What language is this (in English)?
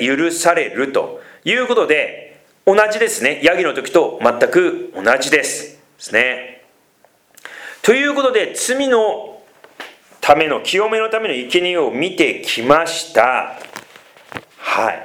Japanese